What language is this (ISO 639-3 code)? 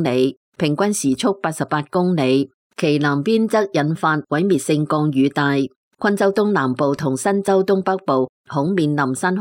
yue